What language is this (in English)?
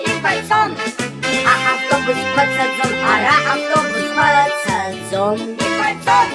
Abkhazian